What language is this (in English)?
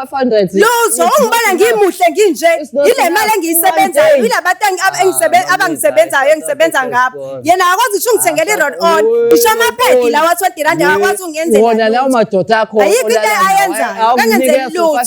Zulu